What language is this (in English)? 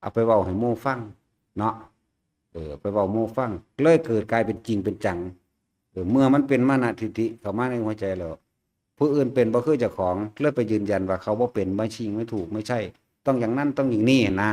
Northeastern Thai